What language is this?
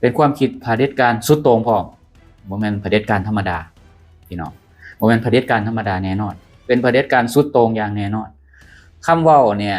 Lao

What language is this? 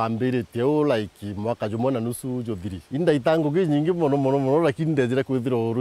Meru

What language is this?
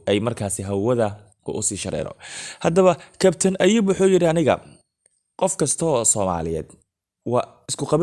Somali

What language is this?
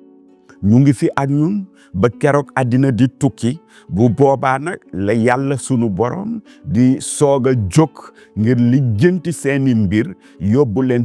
Wolof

